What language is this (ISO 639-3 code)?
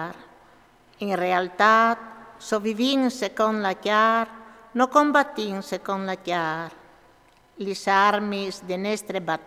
fur